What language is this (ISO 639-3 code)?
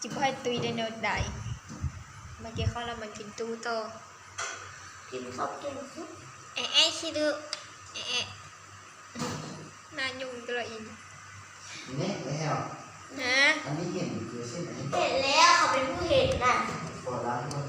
lao